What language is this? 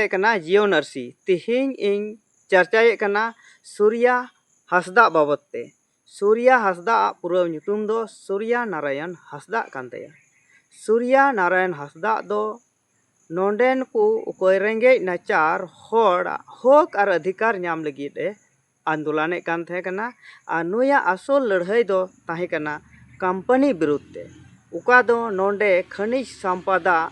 Santali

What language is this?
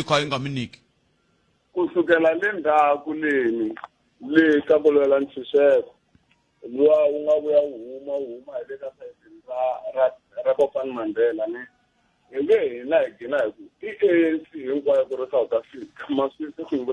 Tsonga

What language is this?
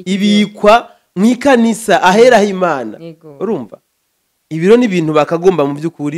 Rundi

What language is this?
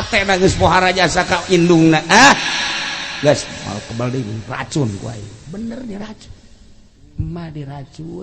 Sundanese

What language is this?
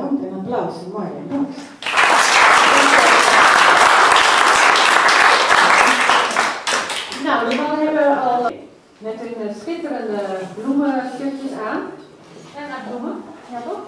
Dutch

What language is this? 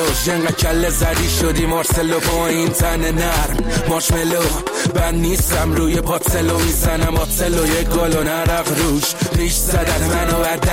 Persian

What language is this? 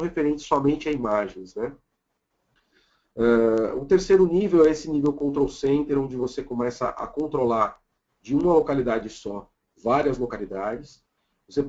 Portuguese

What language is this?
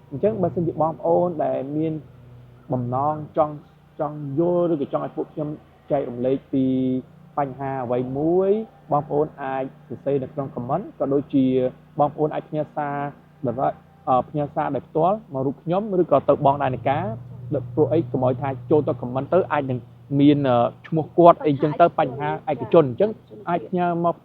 Khmer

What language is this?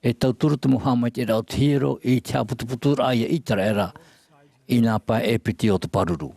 Tahitian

